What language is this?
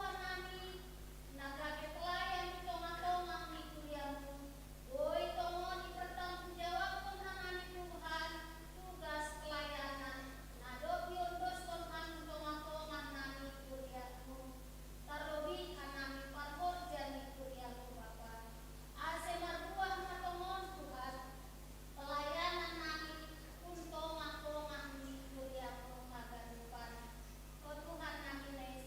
Batak Simalungun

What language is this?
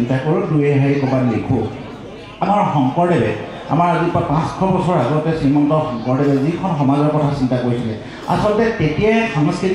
Assamese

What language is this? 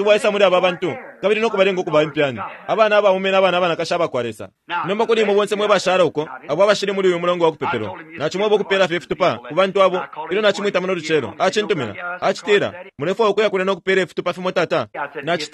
Bemba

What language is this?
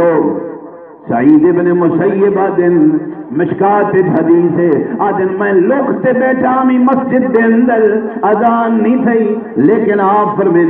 Saraiki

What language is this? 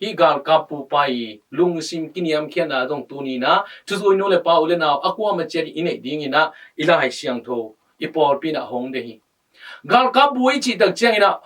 Tedim Chin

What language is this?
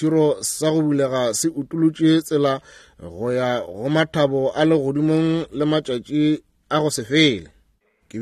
Northern Sotho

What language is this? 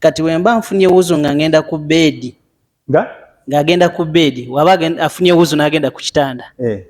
Ganda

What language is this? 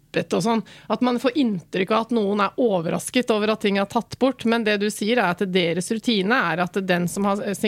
Norwegian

